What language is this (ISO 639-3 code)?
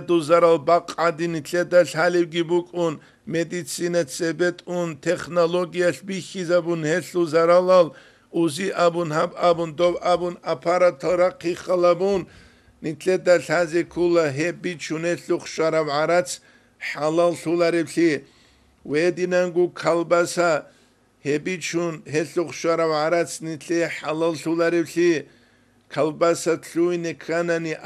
ava